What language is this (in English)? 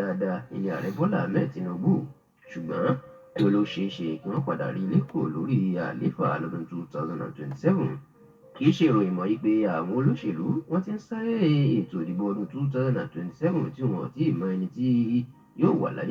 Yoruba